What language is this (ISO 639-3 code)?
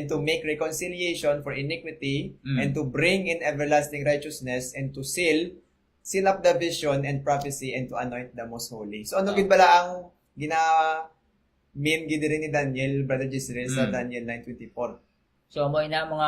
hil